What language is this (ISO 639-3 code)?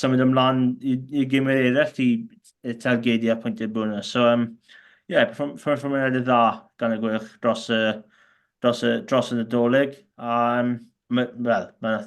cym